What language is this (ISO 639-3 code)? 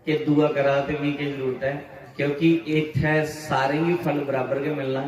doi